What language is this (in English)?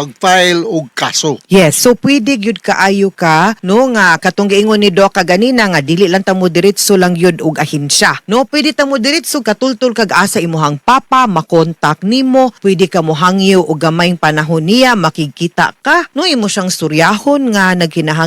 Cebuano